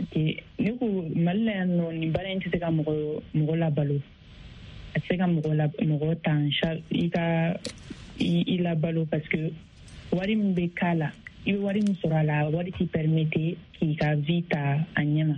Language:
Bambara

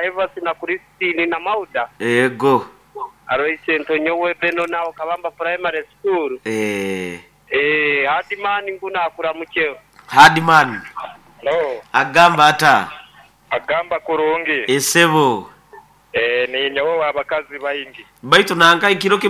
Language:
Nyoro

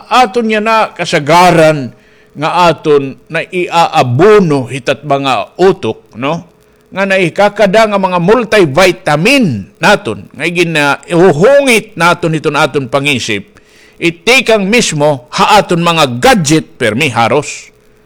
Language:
Waray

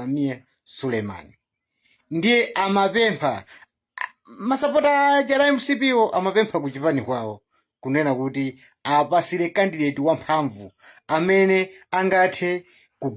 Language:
Nyanja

